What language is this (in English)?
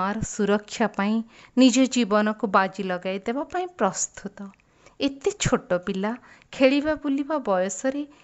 Odia